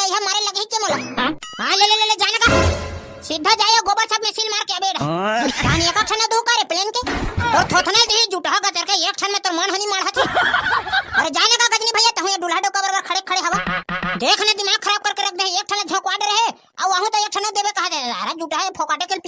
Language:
Chhattisgarhi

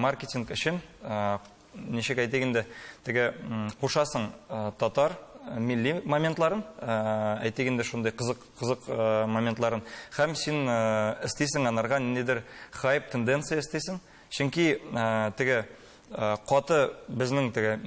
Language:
Tatar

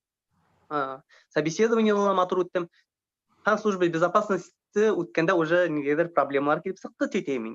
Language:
Bashkir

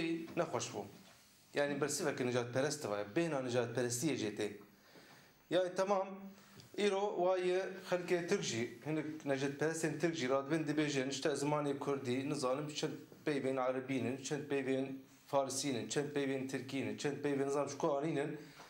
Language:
Kurdish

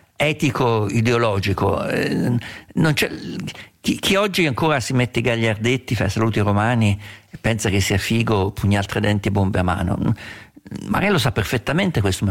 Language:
Italian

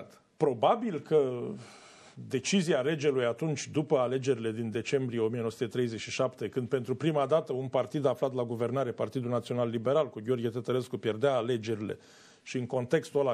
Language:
Romanian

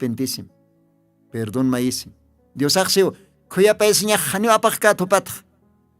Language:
Aymara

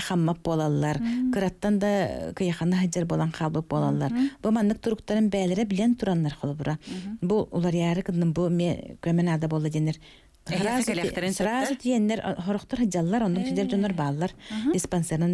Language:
Yakut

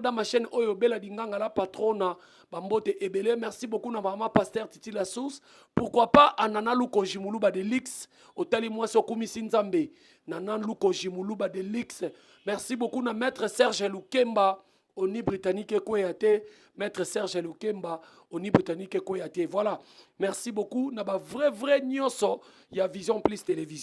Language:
Lingala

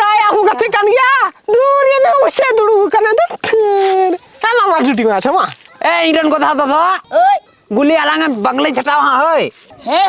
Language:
Santali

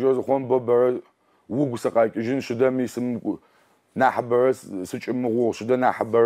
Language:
Adyghe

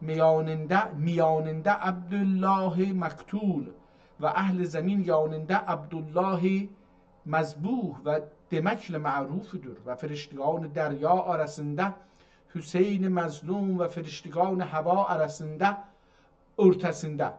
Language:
South Azerbaijani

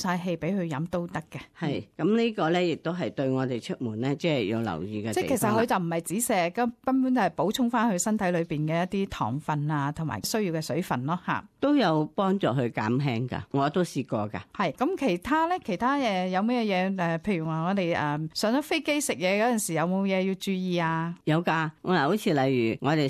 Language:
Cantonese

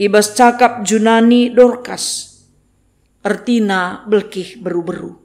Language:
Batak Karo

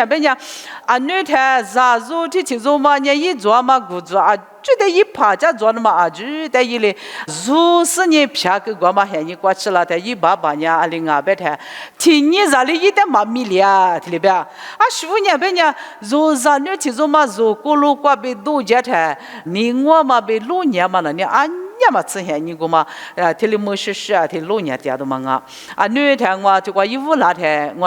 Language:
Lisu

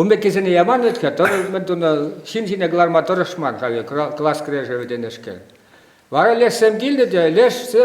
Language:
Chuvash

